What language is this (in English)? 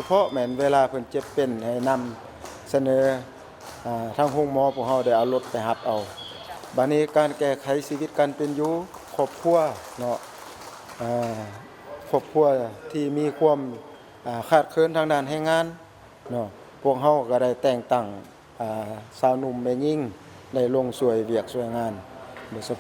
Lao